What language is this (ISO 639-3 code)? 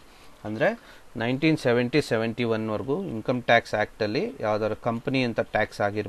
kan